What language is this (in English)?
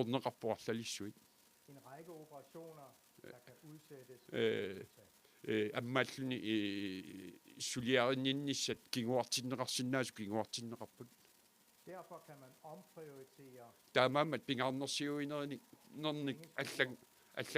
Kalaallisut